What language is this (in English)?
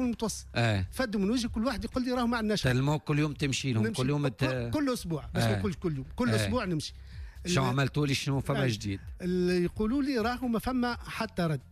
Tunisian Arabic